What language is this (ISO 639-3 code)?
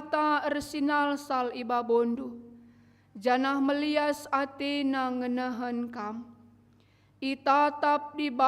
btx